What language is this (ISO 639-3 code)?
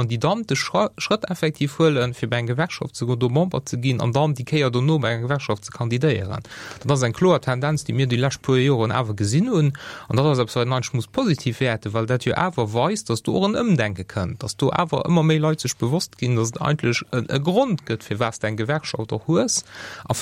ltz